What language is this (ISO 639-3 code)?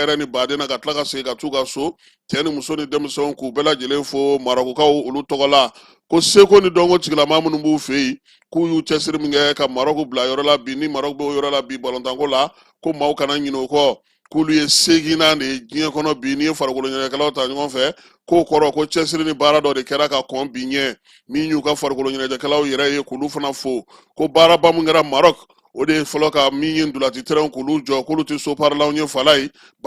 bam